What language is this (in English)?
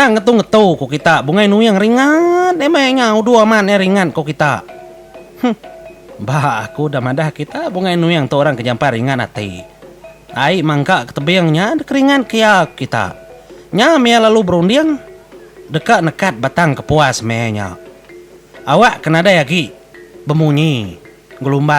Iban